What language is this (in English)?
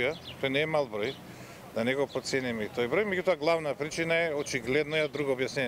Macedonian